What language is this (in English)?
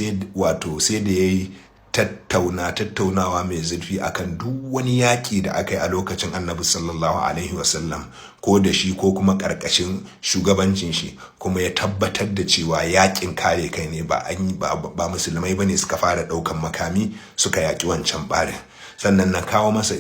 Hausa